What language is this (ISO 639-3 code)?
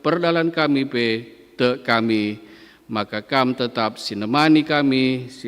btx